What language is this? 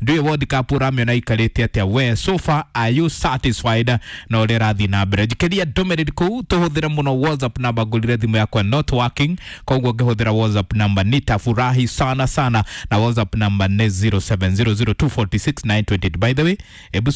Kikuyu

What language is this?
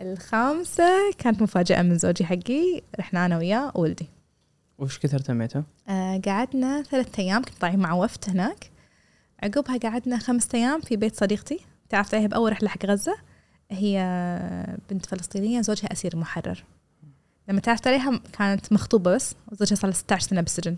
Gulf Arabic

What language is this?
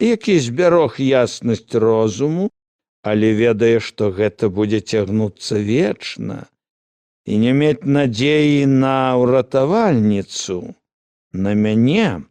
Belarusian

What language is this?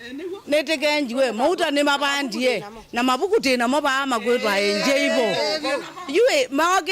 Kamba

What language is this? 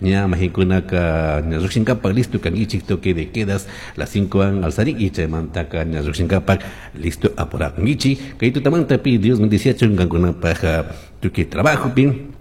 Chimborazo Highland Quichua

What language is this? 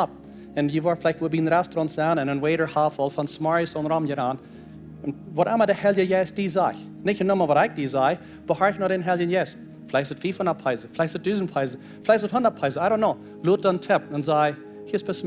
Plautdietsch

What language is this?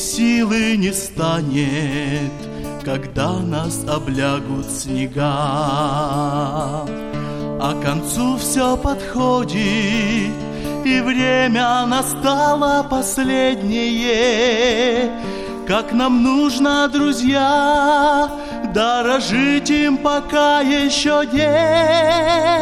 Russian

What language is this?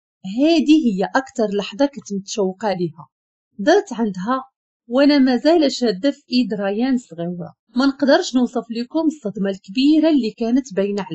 Moroccan Arabic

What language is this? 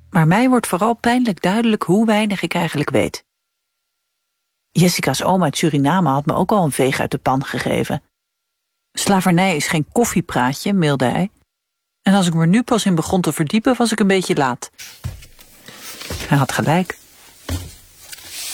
Dutch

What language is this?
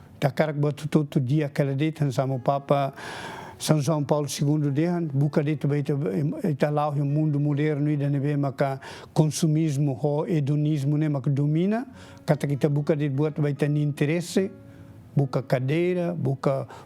Tetum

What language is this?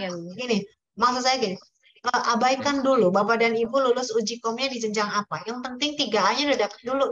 Indonesian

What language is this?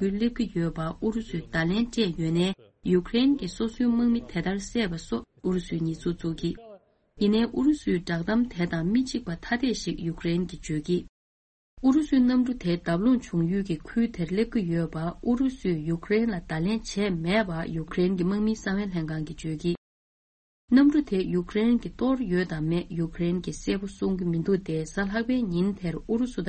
Tibetan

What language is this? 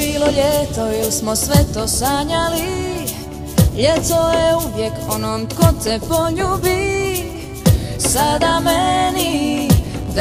Croatian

